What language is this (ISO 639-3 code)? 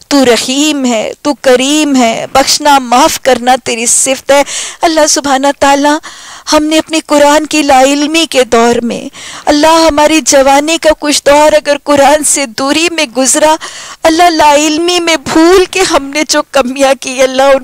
urd